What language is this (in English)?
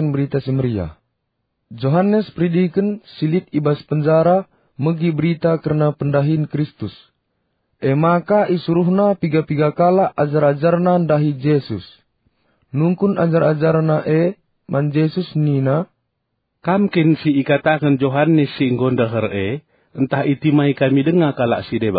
Batak Karo